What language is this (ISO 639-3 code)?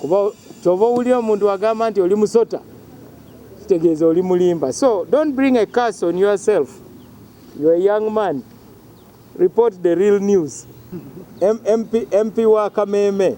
lug